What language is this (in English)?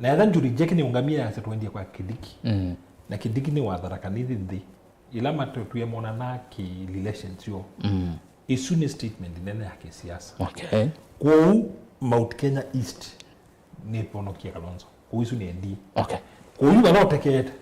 Kamba